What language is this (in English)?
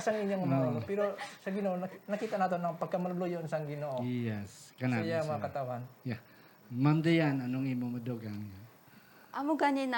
Hiligaynon